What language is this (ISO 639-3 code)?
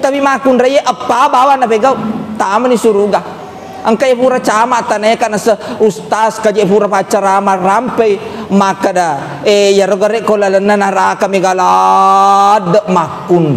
bug